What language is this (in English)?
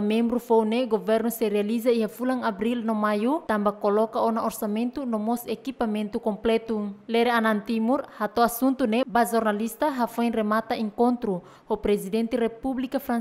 Tetum